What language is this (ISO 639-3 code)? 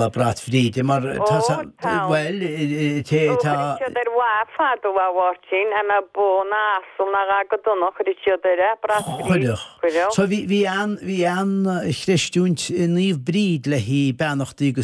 gle